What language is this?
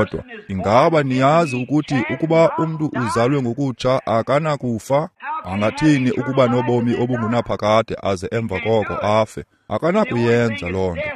Xhosa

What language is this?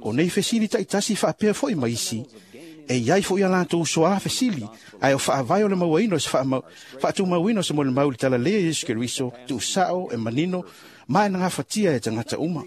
Samoan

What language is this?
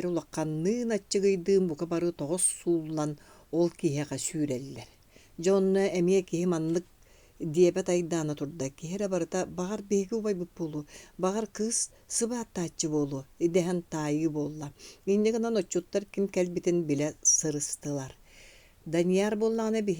Yakut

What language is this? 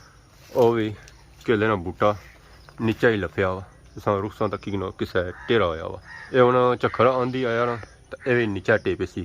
Pahari-Potwari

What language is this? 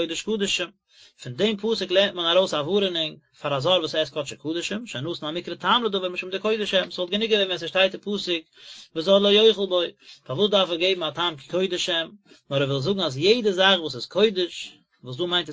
Yiddish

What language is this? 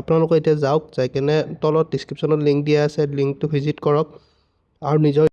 Assamese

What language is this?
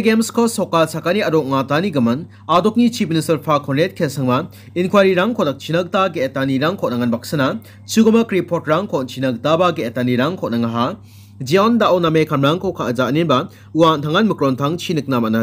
Garo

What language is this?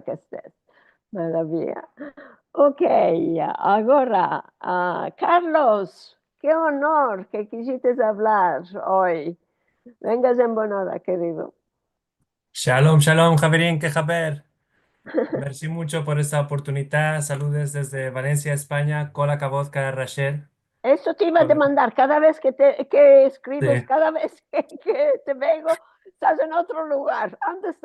Ladino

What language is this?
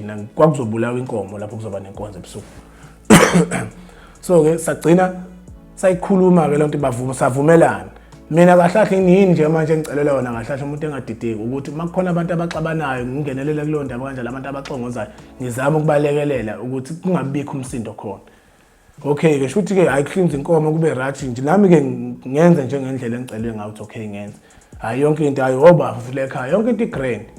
Zulu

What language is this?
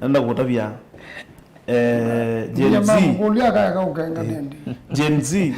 Kamba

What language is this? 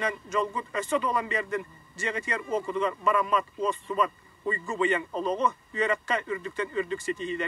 Yakut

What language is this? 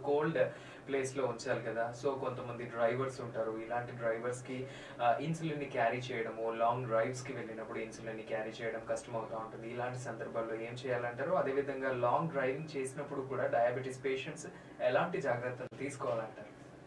Telugu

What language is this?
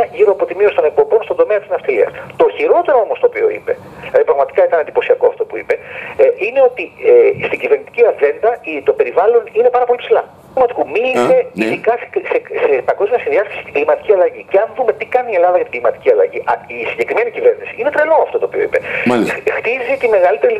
Greek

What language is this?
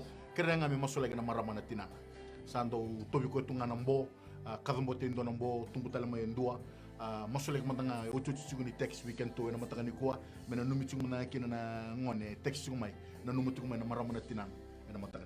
Fijian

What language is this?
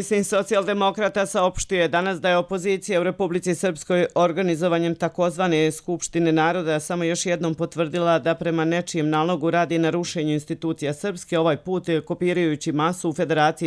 Serbian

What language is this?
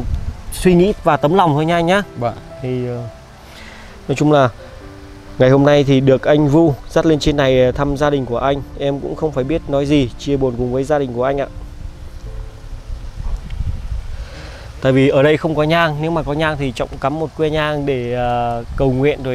Vietnamese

